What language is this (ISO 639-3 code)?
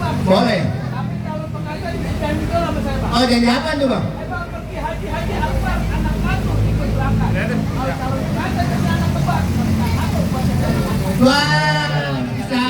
bew